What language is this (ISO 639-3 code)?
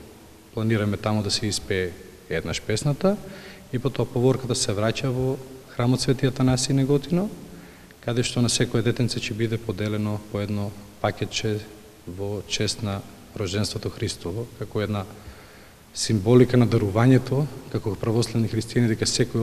mkd